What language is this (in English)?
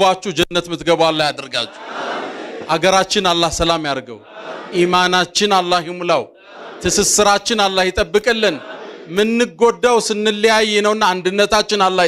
Amharic